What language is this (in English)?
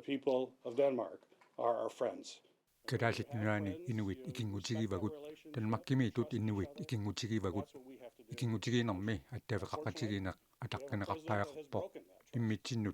Kalaallisut